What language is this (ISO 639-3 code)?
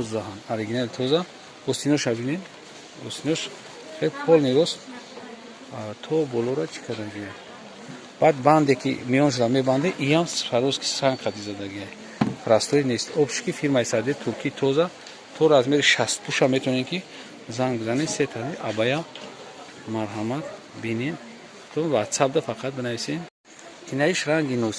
tgk